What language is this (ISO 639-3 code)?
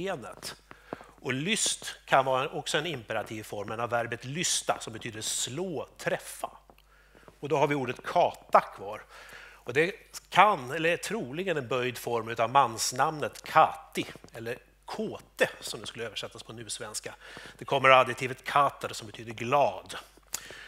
swe